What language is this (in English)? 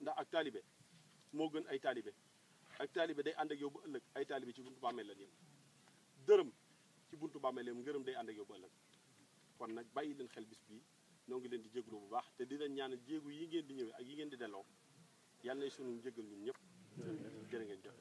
Wolof